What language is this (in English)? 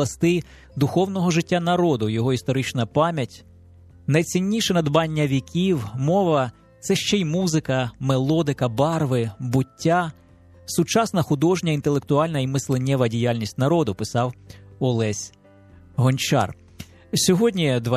Ukrainian